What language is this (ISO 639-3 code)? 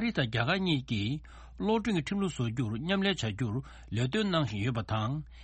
bod